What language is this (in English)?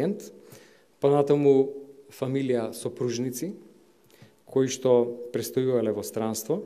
Macedonian